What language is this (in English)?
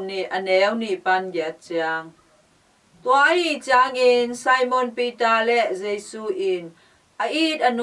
Tedim Chin